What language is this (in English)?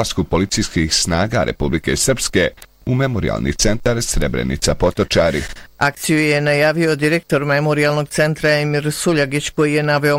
Bosnian